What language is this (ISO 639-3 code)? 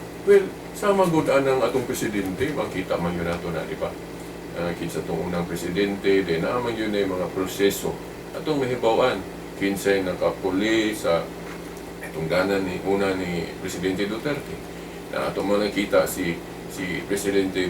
ceb